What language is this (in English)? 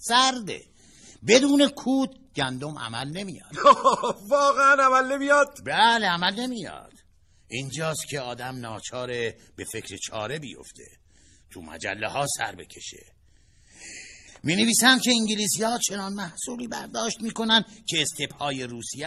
Persian